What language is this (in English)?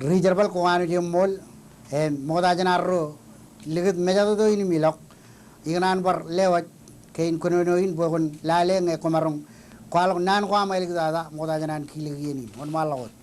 Marshallese